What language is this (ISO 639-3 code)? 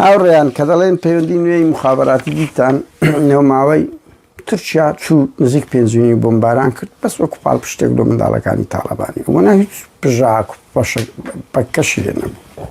ckb